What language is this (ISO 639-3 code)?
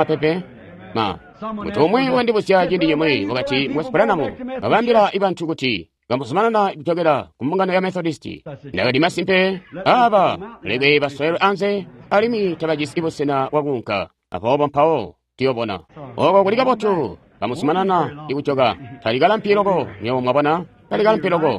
toi